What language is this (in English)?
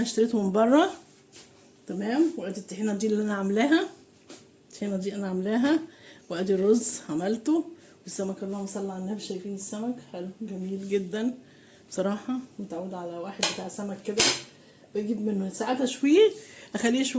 Egyptian Arabic